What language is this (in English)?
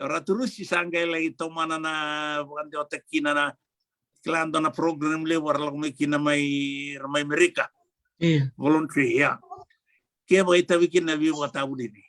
Fijian